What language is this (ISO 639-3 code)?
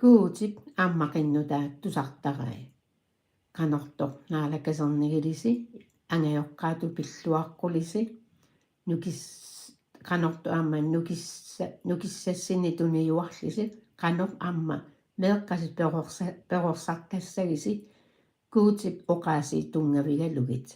kal